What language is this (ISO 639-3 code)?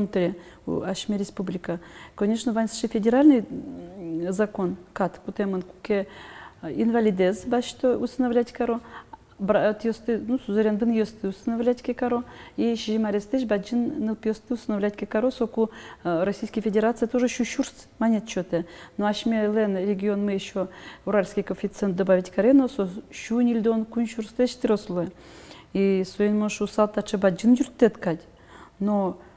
udm